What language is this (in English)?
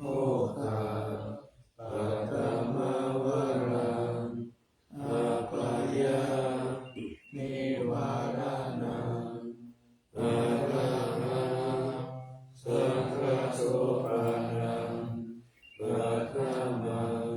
Pali